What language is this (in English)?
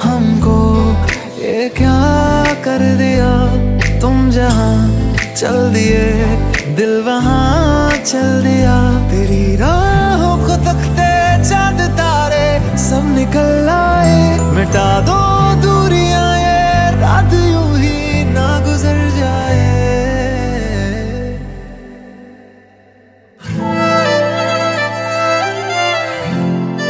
Hindi